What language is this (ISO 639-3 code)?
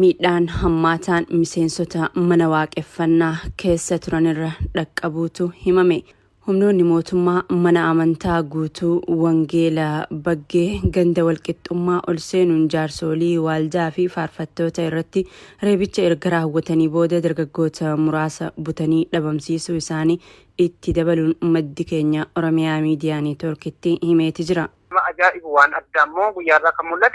orm